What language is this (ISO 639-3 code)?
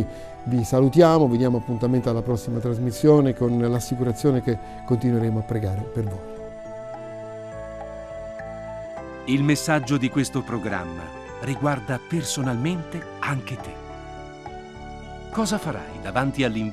ita